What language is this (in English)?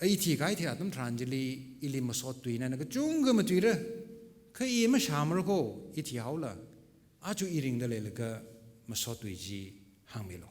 Tangkhul Naga (India)